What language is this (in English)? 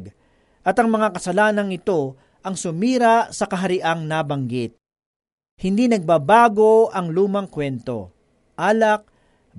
Filipino